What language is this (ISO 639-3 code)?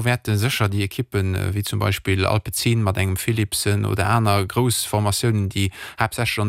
ltz